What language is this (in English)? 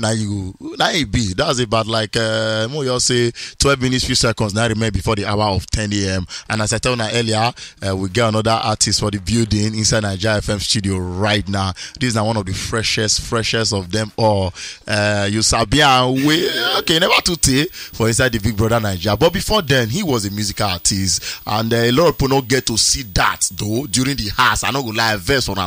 Nigerian Pidgin